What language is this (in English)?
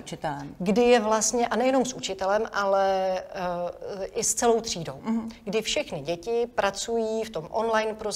Czech